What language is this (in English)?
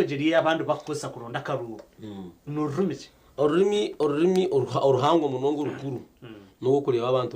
Nyankole